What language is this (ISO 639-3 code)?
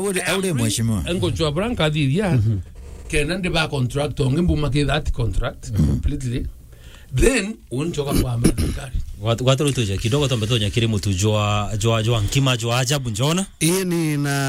mer